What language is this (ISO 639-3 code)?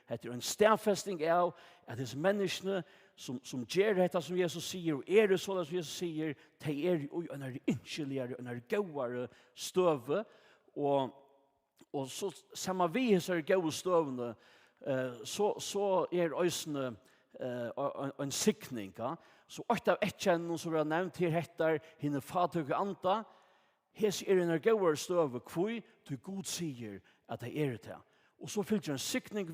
fao